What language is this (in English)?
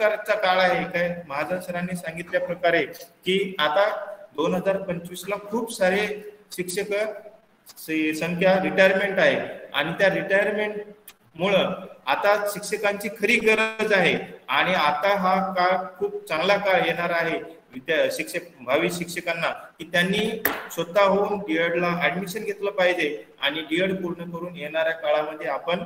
Marathi